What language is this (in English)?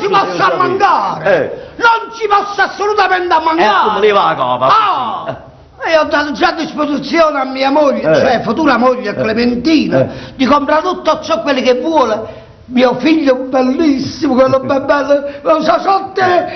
Neapolitan